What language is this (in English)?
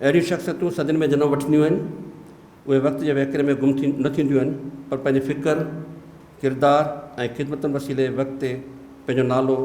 Sindhi